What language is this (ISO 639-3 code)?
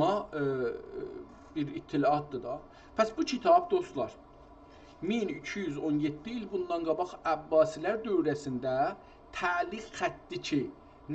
azb